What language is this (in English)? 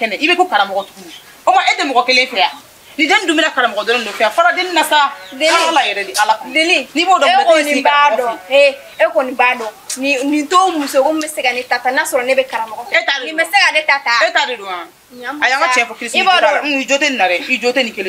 Bambara